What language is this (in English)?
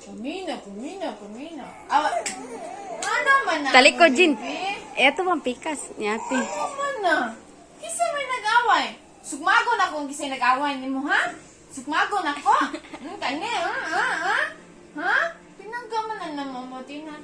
Cebuano